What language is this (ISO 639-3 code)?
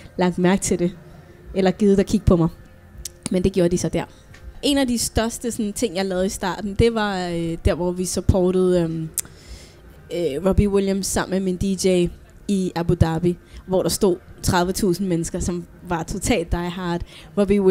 dan